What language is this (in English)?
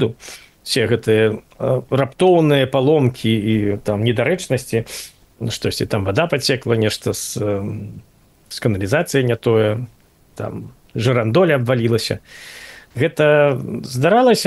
Belarusian